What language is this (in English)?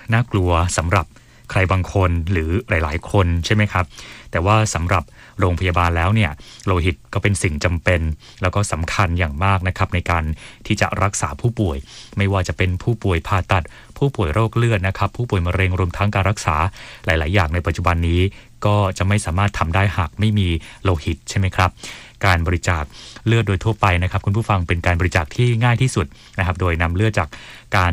Thai